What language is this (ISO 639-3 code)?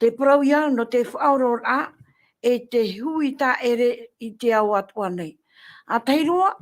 tah